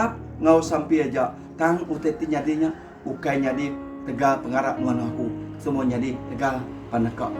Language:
Iban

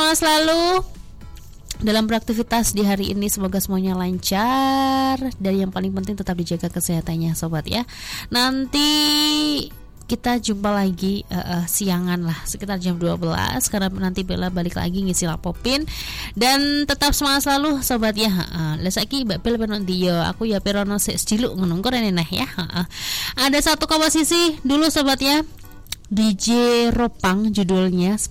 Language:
Indonesian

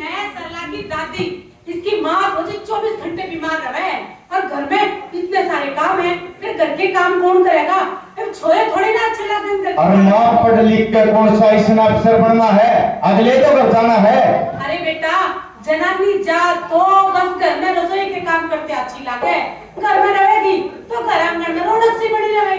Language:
Haryanvi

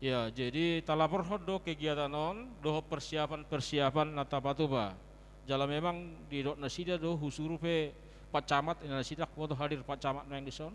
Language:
Batak Toba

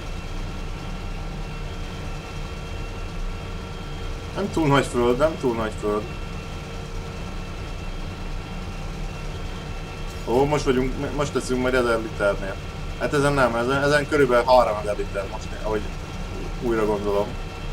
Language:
Hungarian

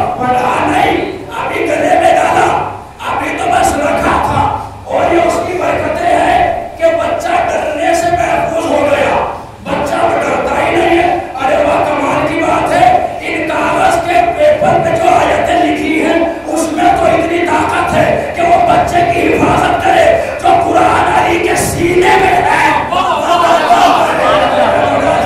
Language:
Urdu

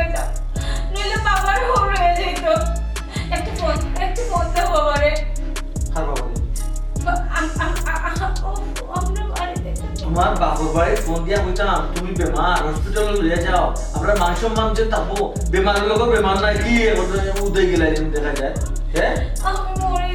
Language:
Sylheti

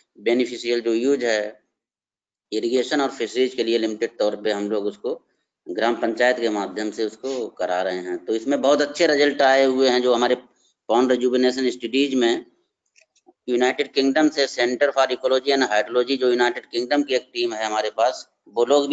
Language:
Hindi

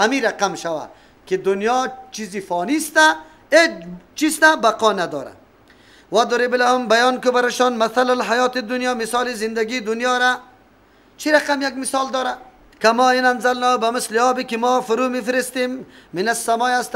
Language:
Persian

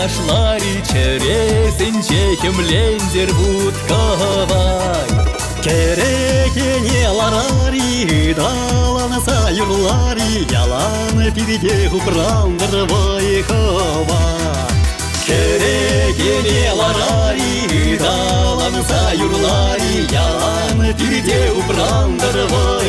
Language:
Chuvash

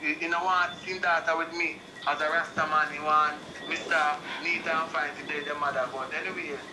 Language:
Jamaican Creole English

